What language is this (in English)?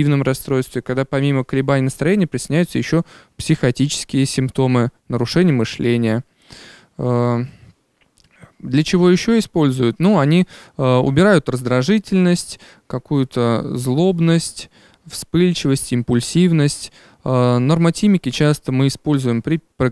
Russian